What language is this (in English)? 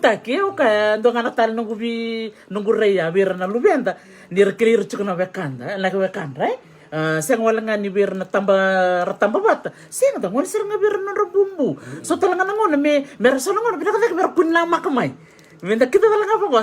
Fijian